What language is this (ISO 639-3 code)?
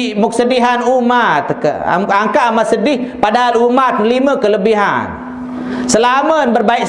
sas